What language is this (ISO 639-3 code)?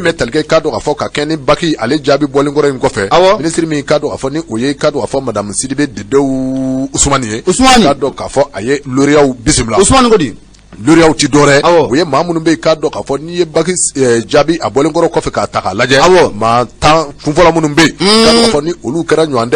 bam